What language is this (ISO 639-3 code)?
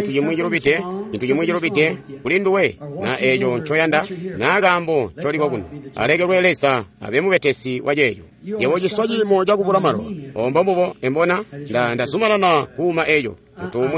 toi